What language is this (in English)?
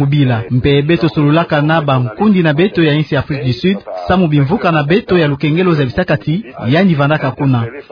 Kituba (Democratic Republic of Congo)